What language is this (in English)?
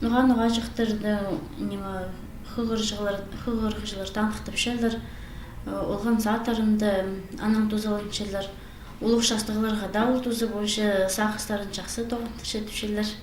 Khakas